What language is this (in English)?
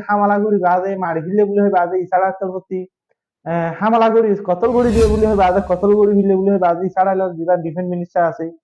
Rohingya